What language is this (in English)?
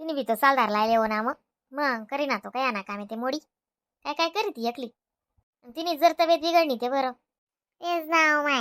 Khandesi